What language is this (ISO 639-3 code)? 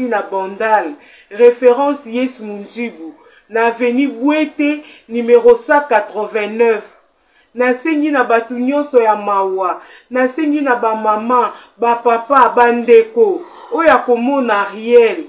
lin